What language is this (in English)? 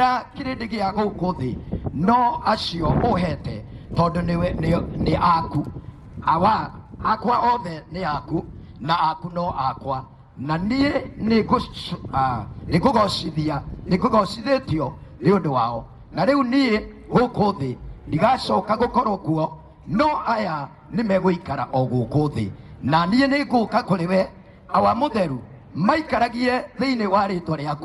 Kikuyu